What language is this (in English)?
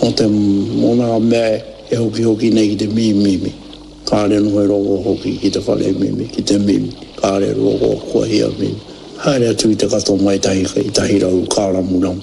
Māori